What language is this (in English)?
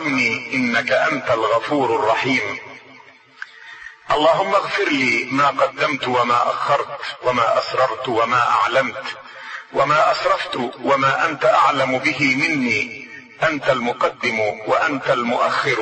Arabic